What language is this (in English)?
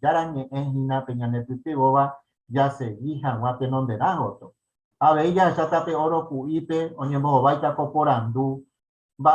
Guarani